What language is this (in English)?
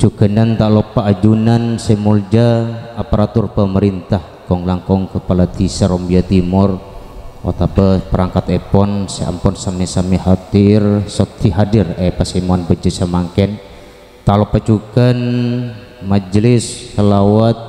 Madurese